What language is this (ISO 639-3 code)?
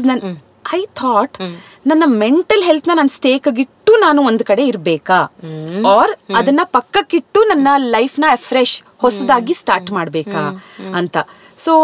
kan